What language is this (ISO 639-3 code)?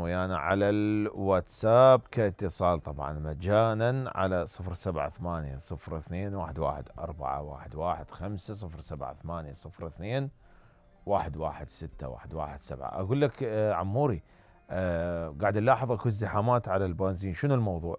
acm